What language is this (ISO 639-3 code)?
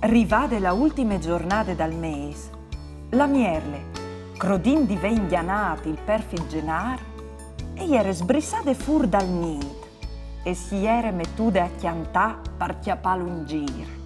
fur